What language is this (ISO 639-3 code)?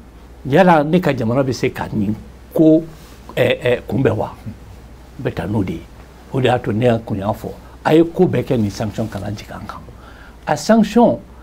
bam